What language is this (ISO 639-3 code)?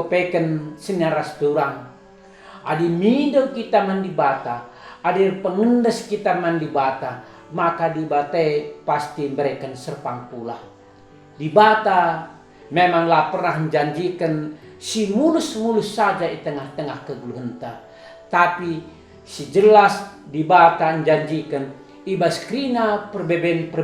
btx